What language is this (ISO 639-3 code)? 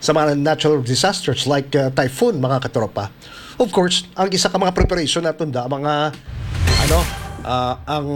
hil